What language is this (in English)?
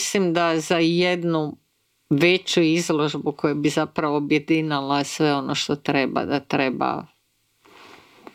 Croatian